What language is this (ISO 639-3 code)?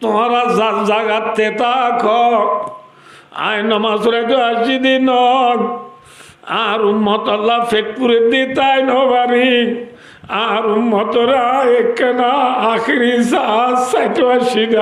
rhg